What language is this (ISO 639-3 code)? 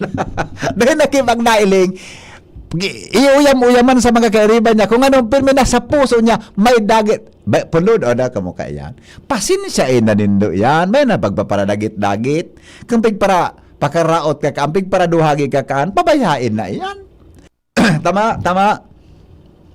bik